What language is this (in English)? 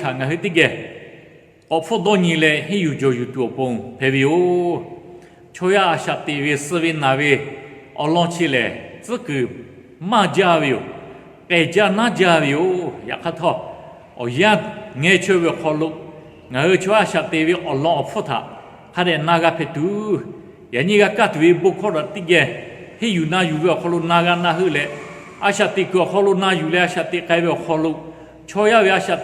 Lahu